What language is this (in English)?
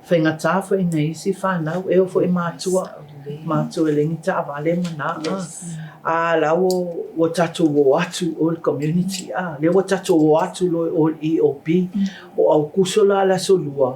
Samoan